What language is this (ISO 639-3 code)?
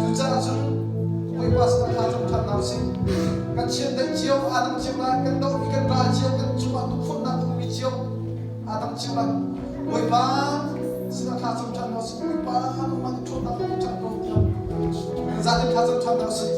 cnh